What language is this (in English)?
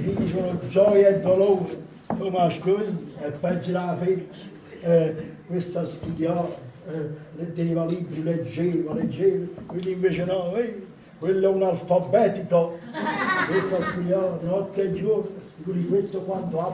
Neapolitan